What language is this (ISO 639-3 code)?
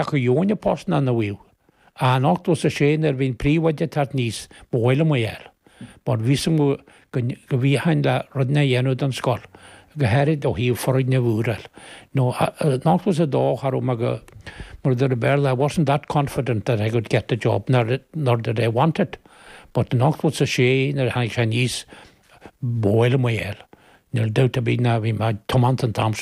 gle